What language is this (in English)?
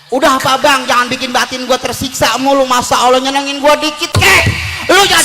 Betawi